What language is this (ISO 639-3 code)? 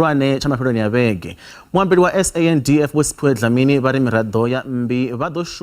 ven